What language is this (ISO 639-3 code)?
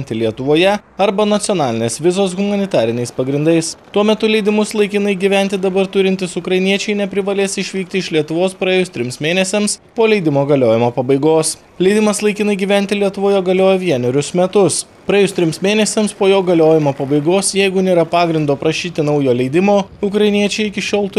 lit